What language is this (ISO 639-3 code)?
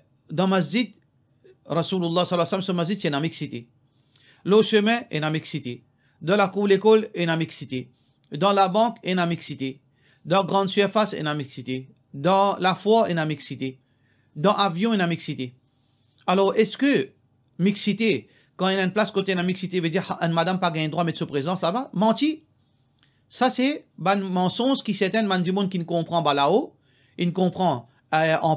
mfe